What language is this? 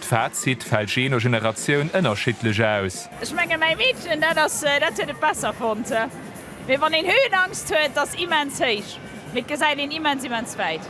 Luxembourgish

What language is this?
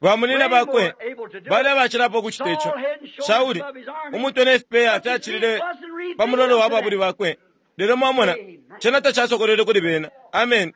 Bemba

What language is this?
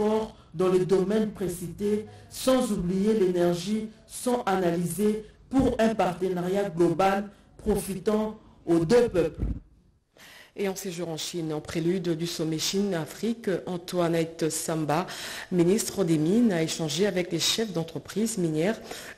French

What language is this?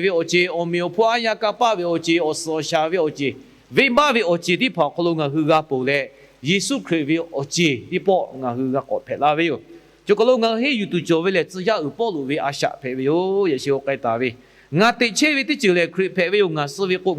Lahu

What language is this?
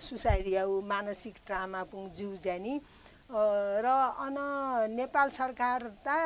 Newari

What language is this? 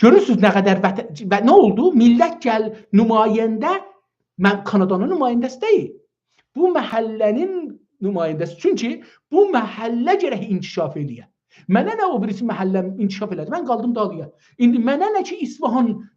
South Azerbaijani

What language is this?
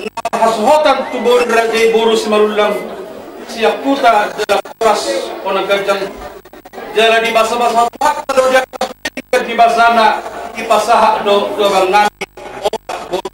Batak Toba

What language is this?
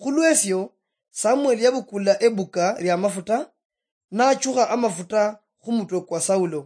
Luyia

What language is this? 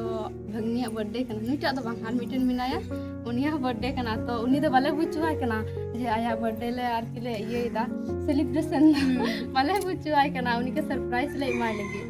Santali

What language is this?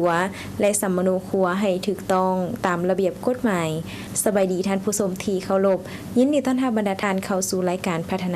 Lao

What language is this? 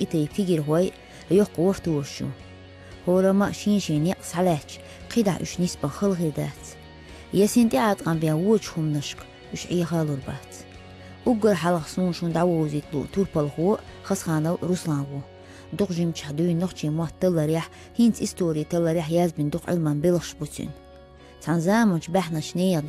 Chechen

